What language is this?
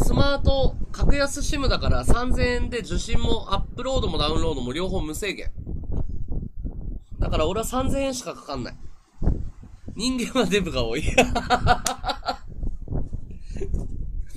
Japanese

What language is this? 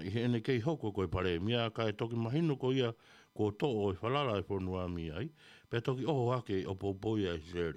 Tongan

